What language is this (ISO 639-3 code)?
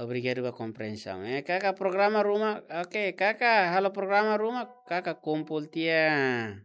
tet